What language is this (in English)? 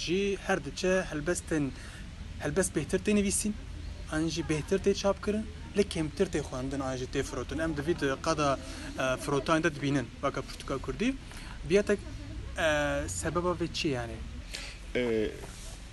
Kurdish